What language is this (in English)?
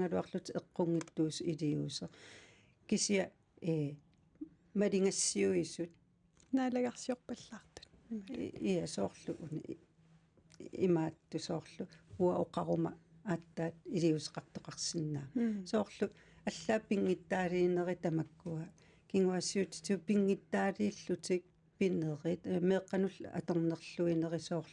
Kalaallisut